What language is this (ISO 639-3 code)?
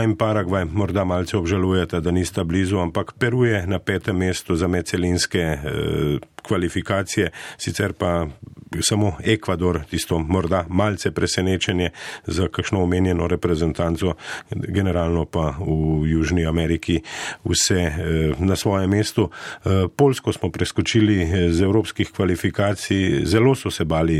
slv